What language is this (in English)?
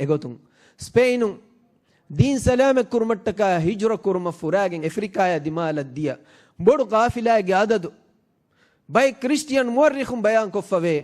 Divehi